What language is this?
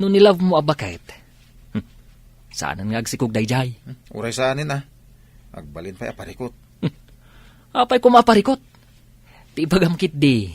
Iloko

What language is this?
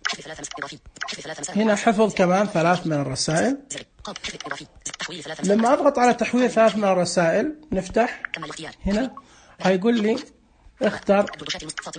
Najdi Arabic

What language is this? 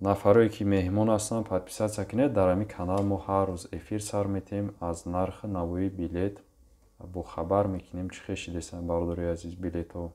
Tajik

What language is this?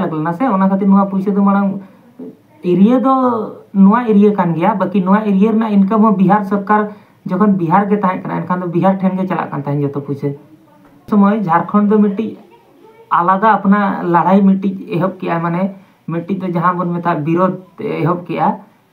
Santali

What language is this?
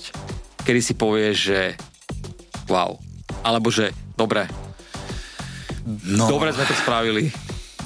Slovak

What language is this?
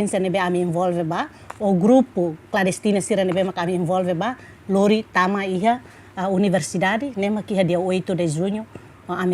Tetum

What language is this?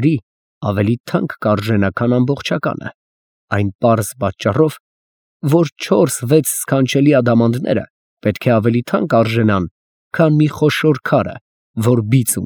Armenian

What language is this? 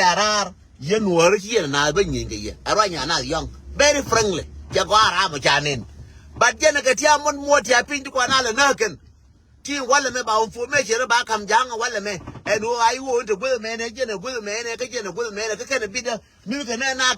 Nuer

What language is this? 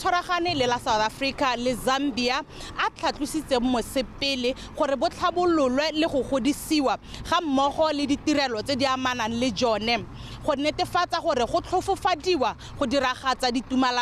Tswana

